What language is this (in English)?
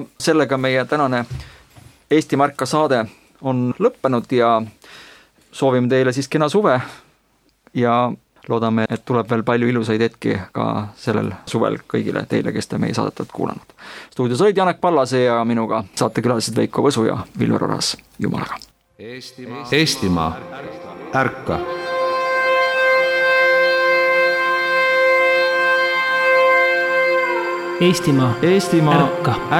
Estonian